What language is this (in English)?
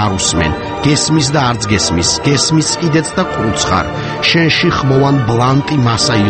Georgian